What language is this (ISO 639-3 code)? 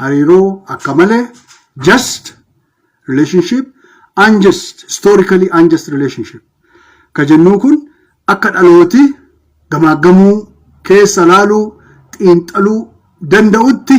orm